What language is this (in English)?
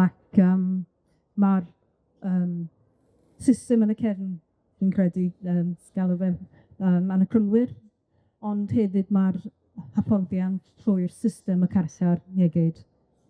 Welsh